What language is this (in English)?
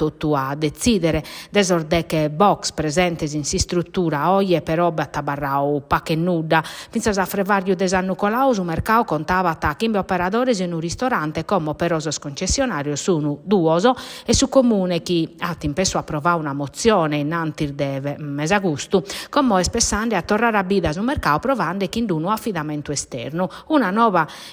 Sardinian